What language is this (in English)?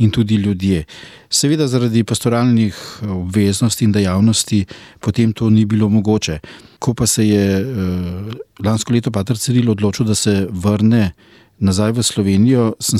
Slovenian